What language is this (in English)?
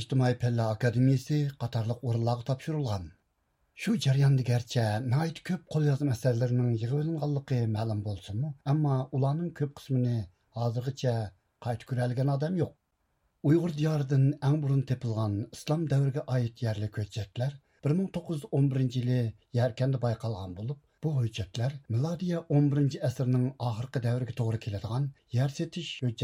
Uyghur